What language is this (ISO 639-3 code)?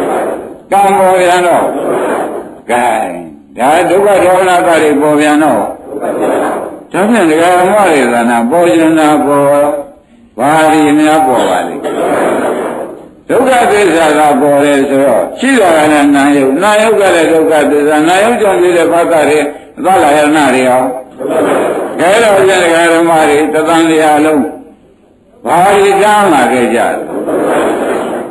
mya